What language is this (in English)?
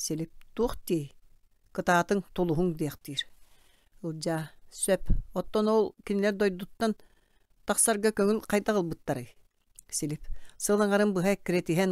Yakut